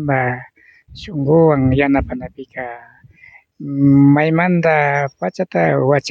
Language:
Imbabura Highland Quichua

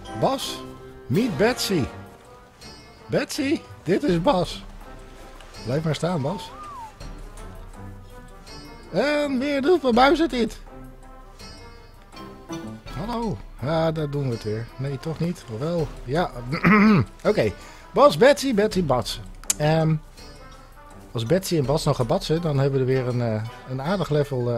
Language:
Dutch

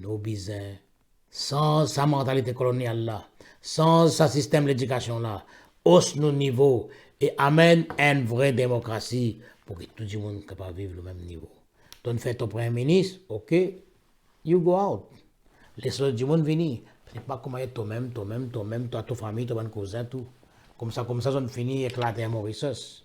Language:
Morisyen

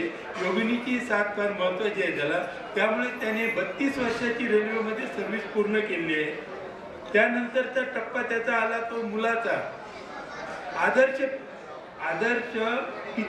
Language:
Marathi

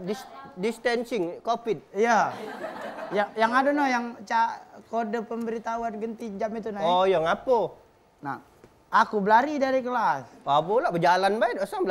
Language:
Musi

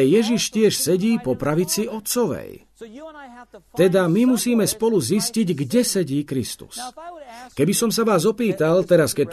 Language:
Slovak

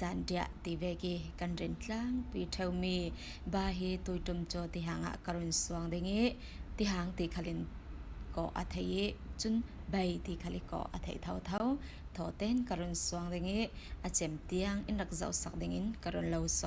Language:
Falam Chin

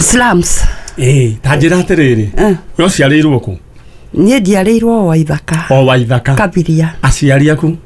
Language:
Kikuyu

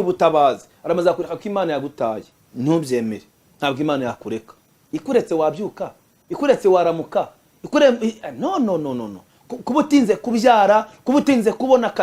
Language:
Kinyarwanda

